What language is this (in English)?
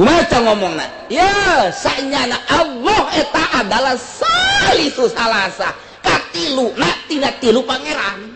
Sundanese